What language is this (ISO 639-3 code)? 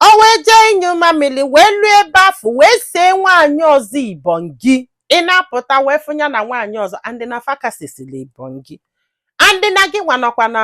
ibo